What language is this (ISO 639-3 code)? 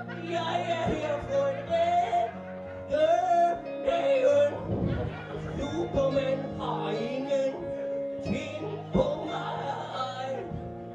dan